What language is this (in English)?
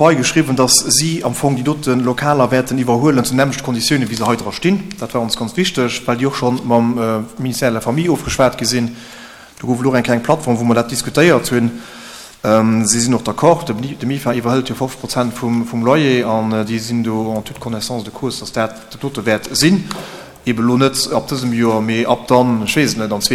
Luxembourgish